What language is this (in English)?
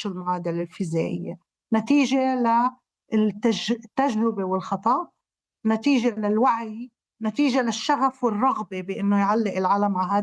North Levantine Arabic